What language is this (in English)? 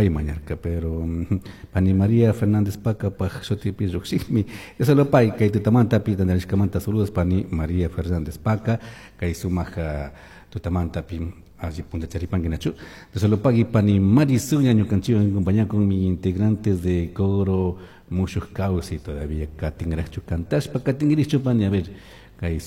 Chimborazo Highland Quichua